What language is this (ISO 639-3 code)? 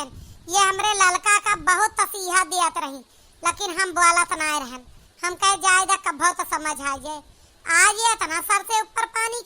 awa